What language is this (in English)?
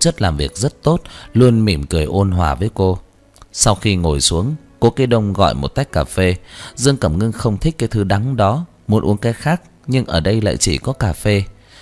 Vietnamese